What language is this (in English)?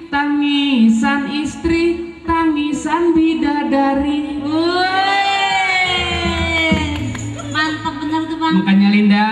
Betawi